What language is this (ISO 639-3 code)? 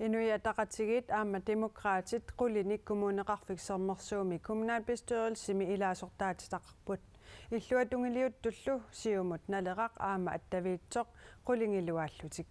kal